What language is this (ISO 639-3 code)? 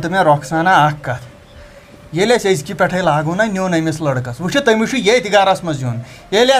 kas